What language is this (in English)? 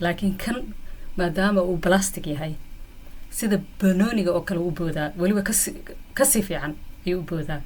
Somali